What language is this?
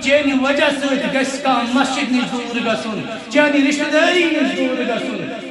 Kashmiri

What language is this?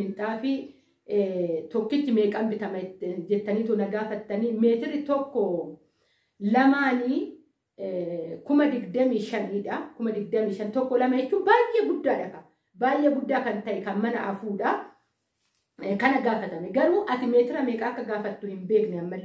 Oromo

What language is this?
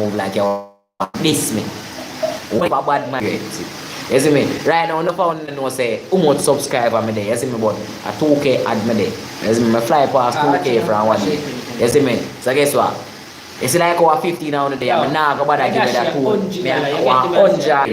Jamaican Creole English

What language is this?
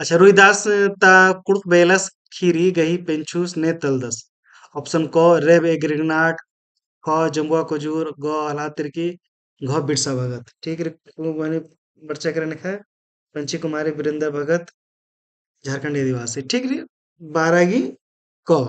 Kurukh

